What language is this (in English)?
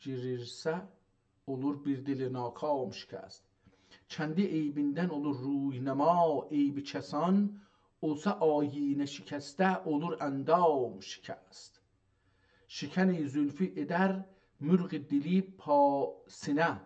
South Azerbaijani